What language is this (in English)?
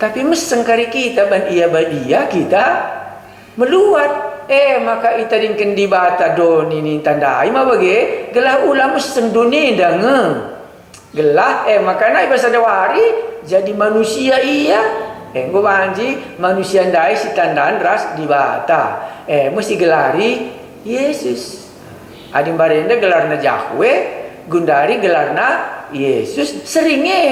Batak Karo